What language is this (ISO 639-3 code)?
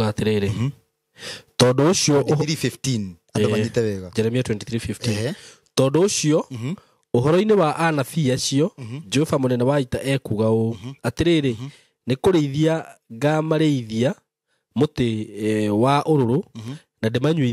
kik